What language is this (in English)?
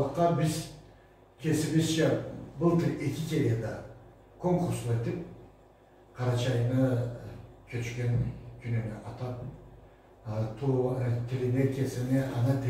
Karachay-Balkar